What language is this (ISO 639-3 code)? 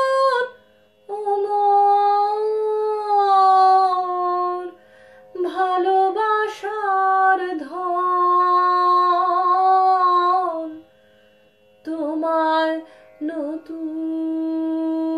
ben